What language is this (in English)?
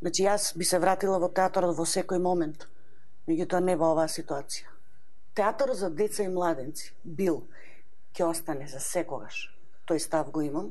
Macedonian